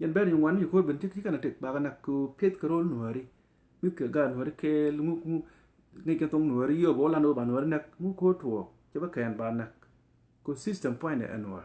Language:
Nuer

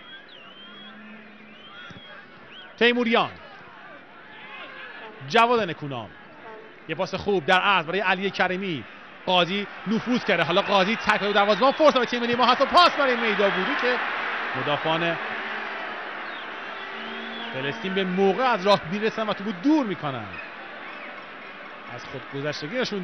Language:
Persian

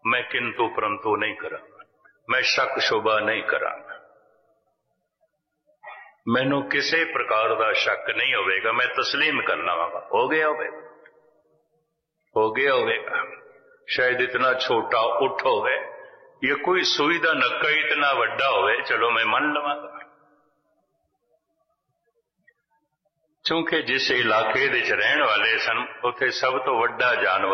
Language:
Punjabi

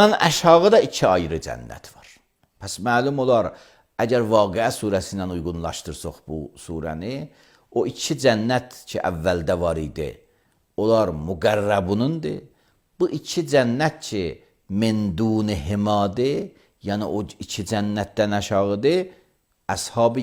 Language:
Azerbaijani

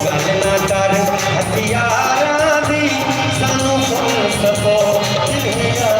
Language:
Saraiki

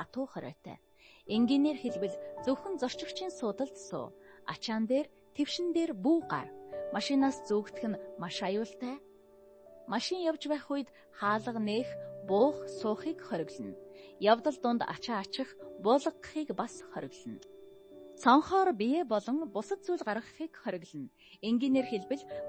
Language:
Mongolian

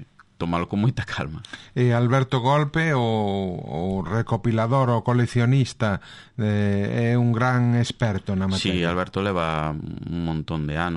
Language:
Galician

